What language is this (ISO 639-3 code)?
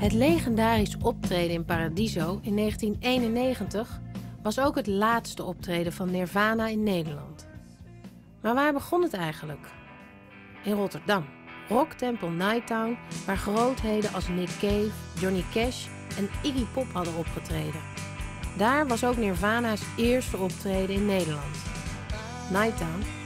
nld